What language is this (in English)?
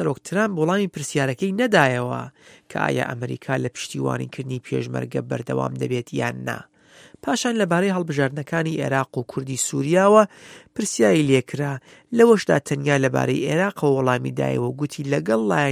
Central Kurdish